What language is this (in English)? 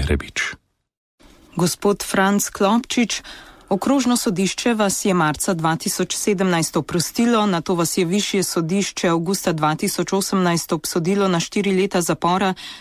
Slovenian